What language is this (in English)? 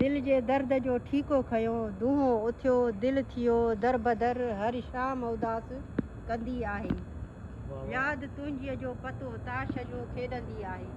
Sindhi